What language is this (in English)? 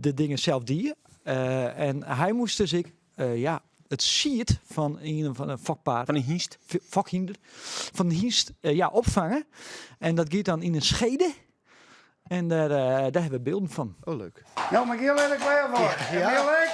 Western Frisian